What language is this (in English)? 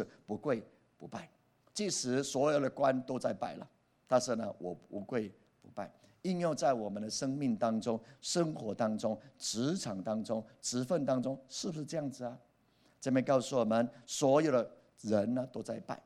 Chinese